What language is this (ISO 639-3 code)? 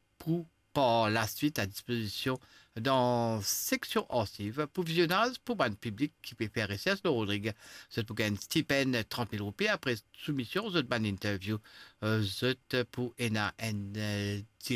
mfe